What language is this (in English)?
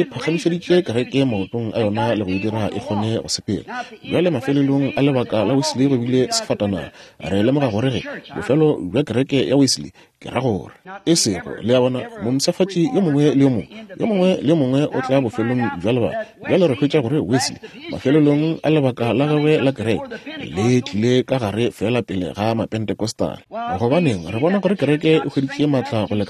Northern Sotho